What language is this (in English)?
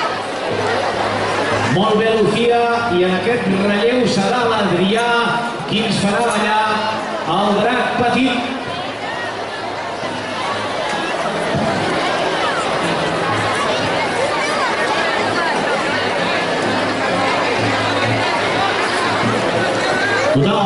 Catalan